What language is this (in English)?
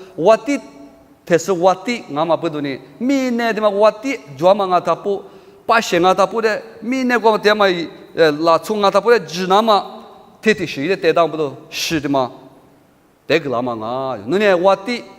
Lisu